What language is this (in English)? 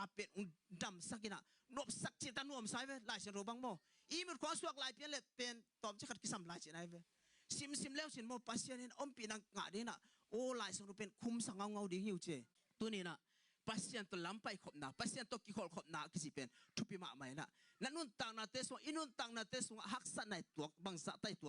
Tedim Chin